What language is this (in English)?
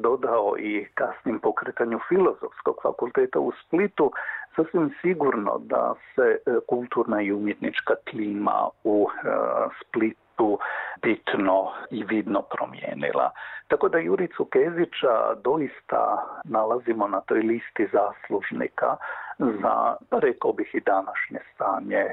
Croatian